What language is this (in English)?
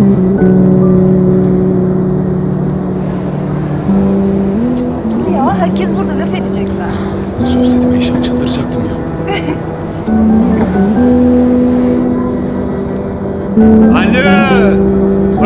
Turkish